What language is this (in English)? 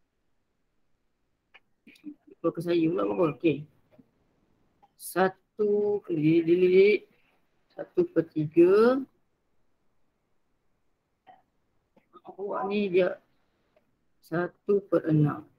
Malay